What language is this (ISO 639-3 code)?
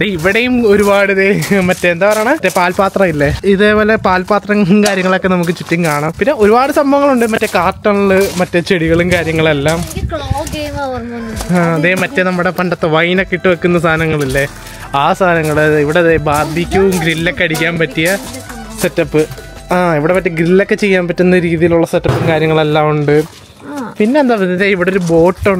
mal